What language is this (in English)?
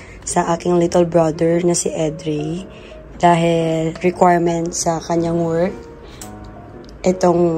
Filipino